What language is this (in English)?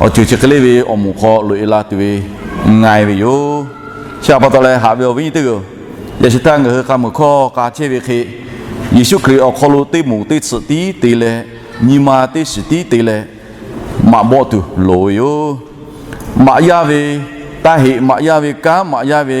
Lahu